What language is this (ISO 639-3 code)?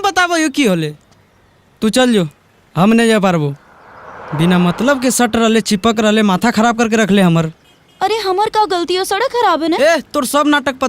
mag